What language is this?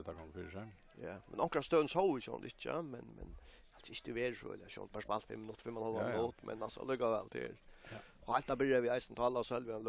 Faroese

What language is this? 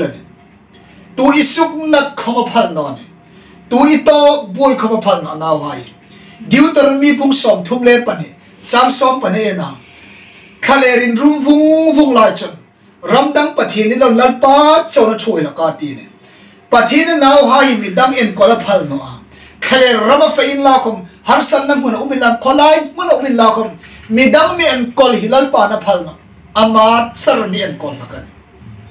Hmar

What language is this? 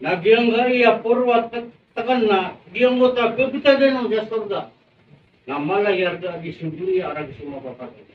Maranao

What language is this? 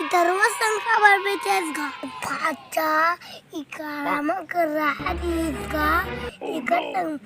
Chhattisgarhi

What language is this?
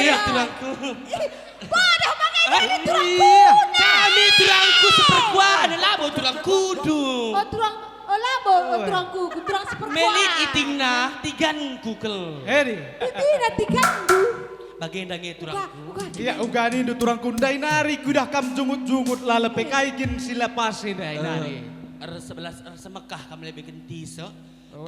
Batak Karo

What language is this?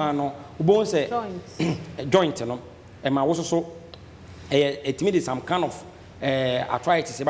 Akan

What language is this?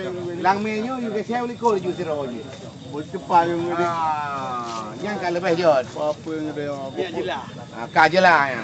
Achinese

